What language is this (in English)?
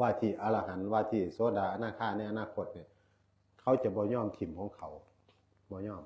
Northeastern Thai